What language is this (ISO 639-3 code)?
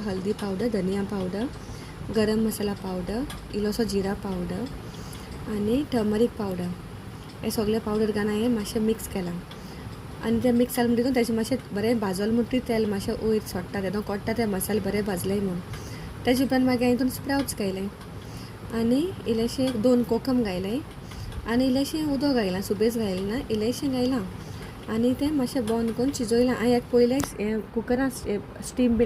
kok